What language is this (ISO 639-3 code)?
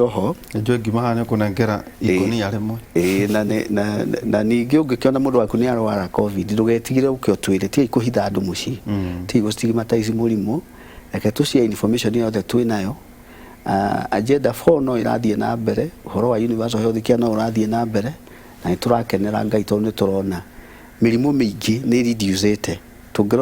kik